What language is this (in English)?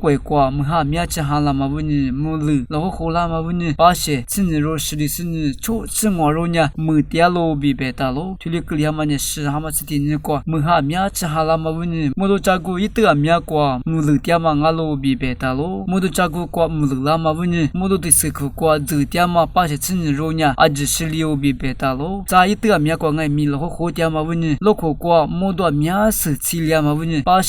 Lisu